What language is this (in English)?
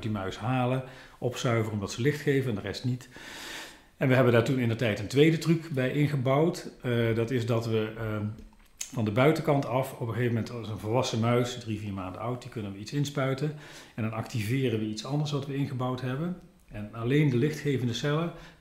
Dutch